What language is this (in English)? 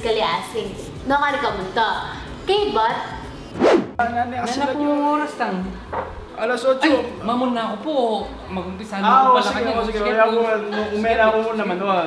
Pampanga